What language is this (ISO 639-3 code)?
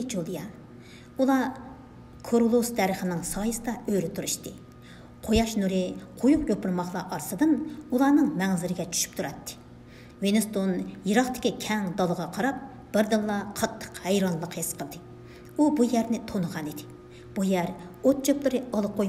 uig